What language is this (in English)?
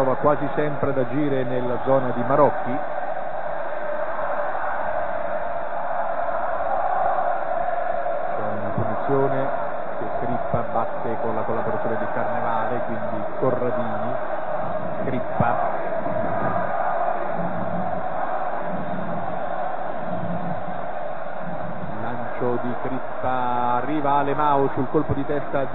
Italian